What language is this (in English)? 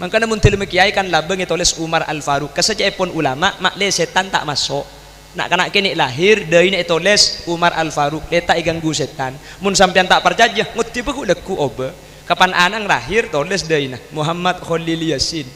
Madurese